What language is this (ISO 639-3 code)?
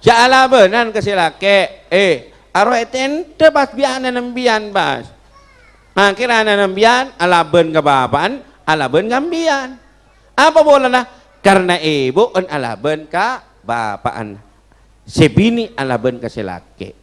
mad